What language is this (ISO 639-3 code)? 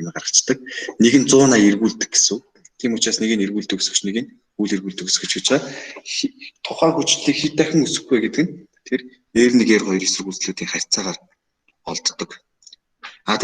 mon